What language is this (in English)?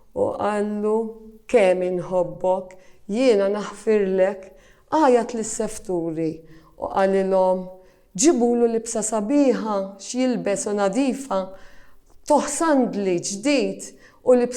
Maltese